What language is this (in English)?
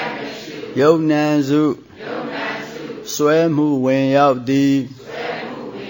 Burmese